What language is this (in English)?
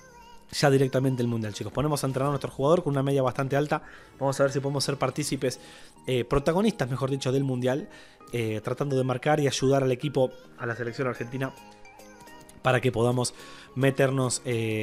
Spanish